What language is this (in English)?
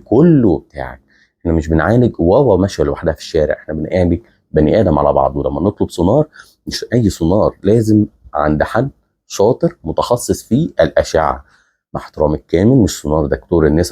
Egyptian Arabic